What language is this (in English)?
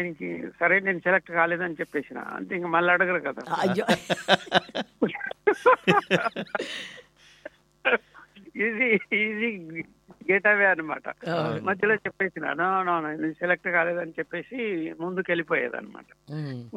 Telugu